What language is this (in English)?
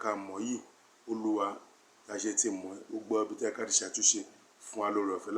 Yoruba